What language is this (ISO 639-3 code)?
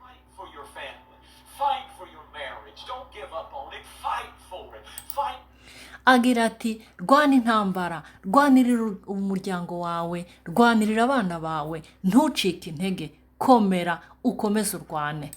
run